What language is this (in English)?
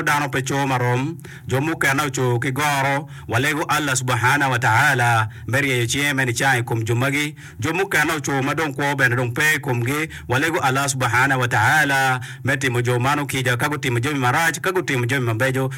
Acoli